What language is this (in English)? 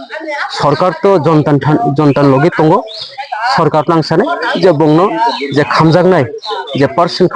Kok Borok